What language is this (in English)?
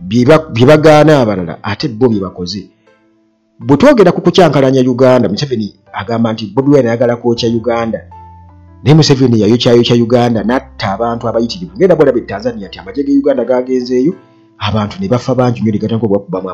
Ganda